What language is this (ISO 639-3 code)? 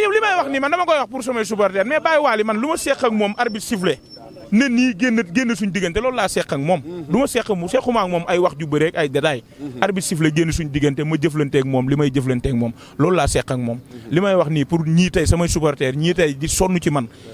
wol